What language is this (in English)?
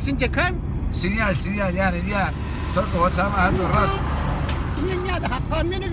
Zaza